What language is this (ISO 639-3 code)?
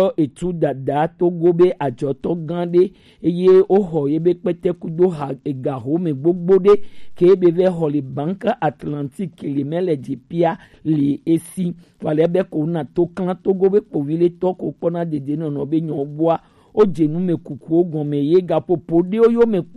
gej